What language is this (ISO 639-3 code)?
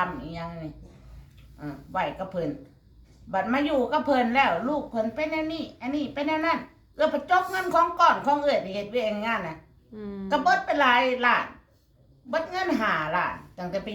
lao